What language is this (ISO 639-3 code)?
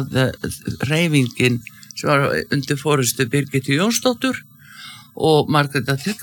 isl